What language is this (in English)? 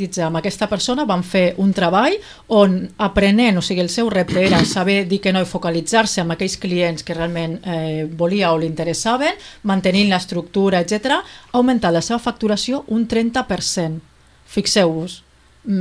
Catalan